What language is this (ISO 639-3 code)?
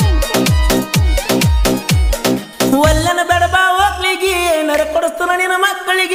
kan